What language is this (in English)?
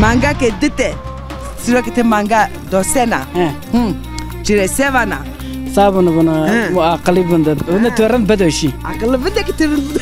Zaza